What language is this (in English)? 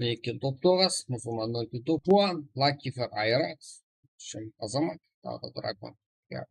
Kara-Kalpak